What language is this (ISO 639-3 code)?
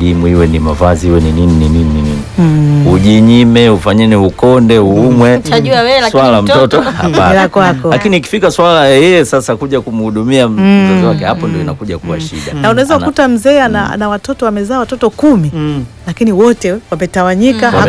swa